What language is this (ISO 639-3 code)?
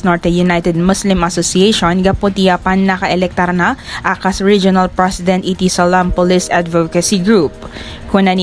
ilo